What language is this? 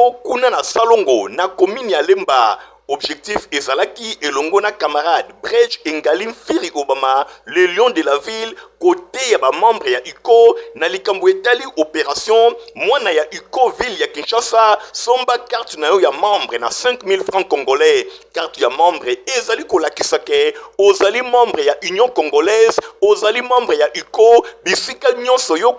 Lingala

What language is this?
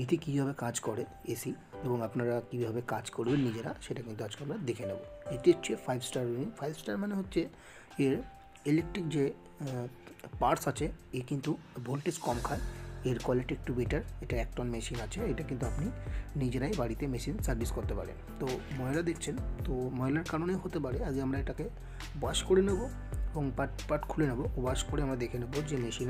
Bangla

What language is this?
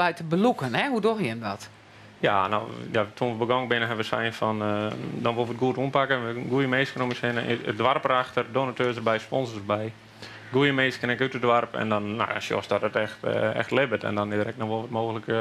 Western Frisian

